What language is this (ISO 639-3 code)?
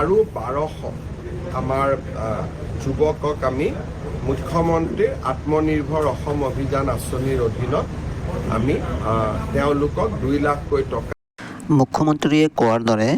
asm